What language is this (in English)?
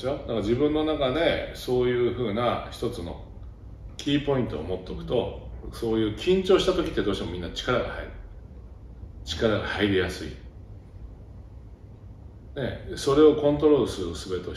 Japanese